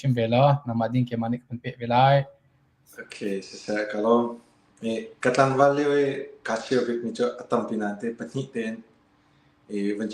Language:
Hakha Chin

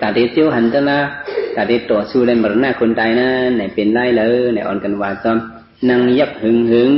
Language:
Shan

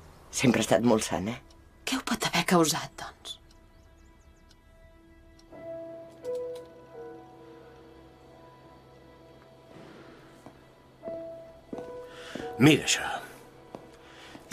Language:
Catalan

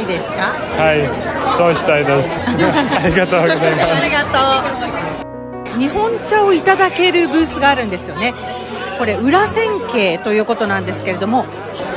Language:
Japanese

